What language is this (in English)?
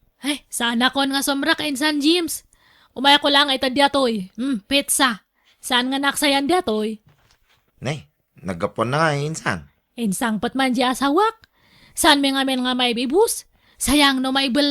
Iloko